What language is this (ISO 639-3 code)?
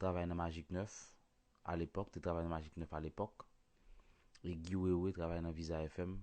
hat